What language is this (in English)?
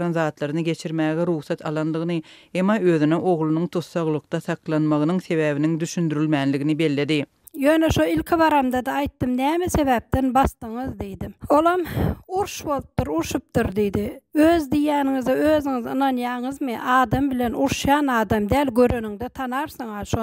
Turkmen